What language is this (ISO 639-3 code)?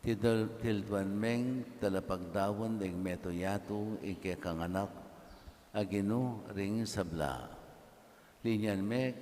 pam